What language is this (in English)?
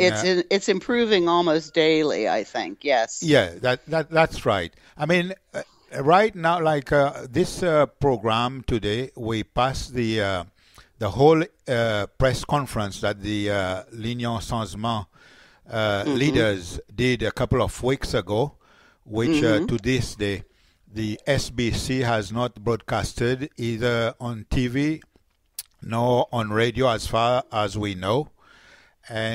Seselwa Creole French